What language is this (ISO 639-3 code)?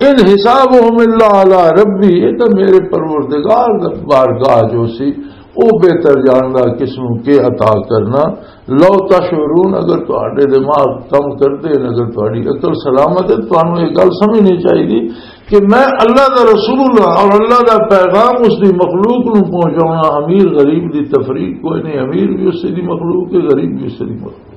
lah